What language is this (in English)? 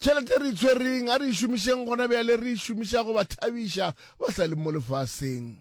Northern Sotho